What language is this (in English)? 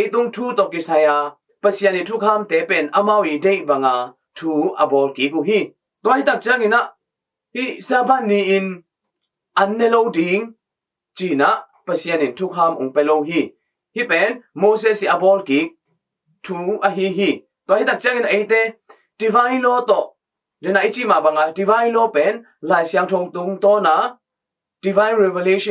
Tedim Chin